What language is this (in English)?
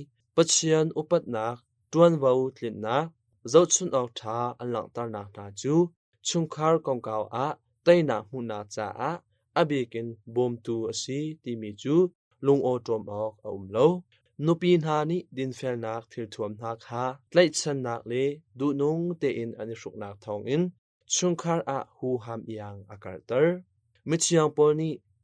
Hakha Chin